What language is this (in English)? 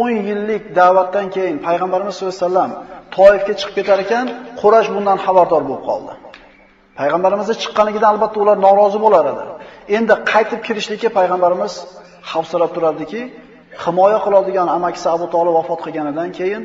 Uzbek